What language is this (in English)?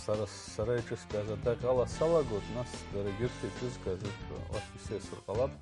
Abkhazian